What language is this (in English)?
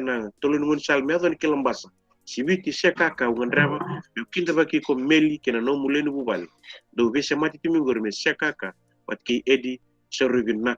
Fijian